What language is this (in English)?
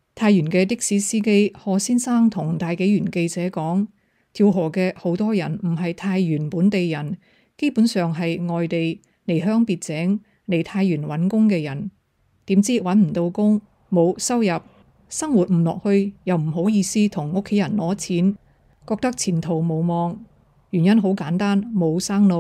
Cantonese